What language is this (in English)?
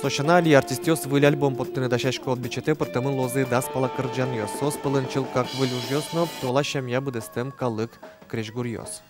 Udmurt